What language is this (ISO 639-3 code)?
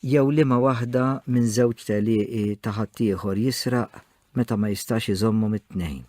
mlt